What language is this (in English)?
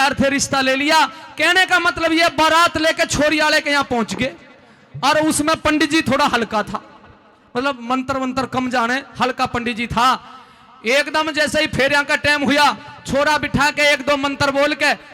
Haryanvi